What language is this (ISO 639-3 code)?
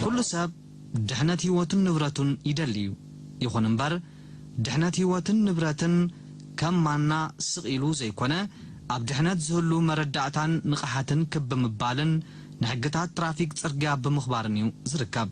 tir